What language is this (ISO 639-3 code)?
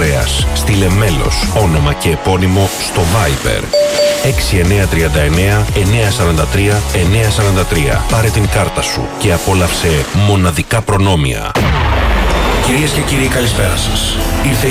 ell